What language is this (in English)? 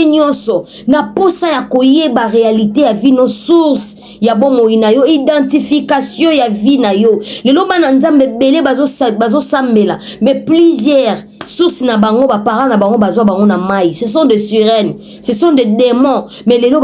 Lingala